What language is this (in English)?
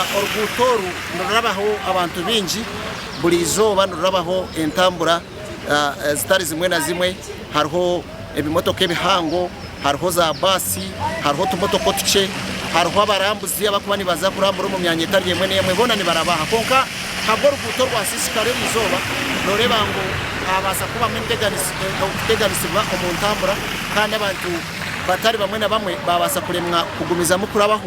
Nyankole